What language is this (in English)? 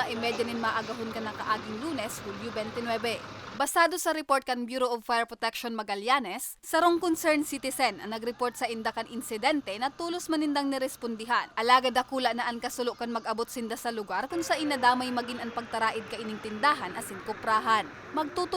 Bikol